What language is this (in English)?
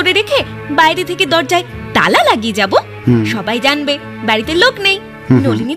Bangla